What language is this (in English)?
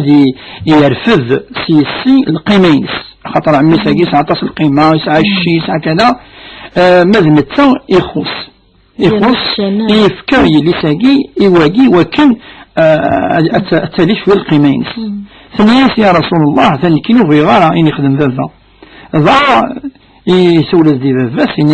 Kabyle